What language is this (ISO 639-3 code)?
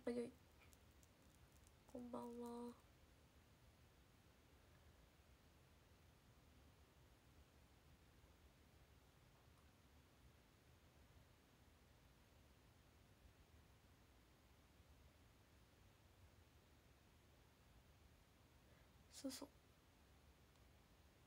jpn